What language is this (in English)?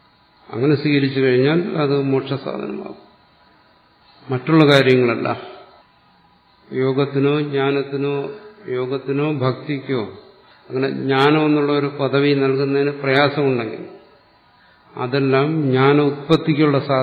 Malayalam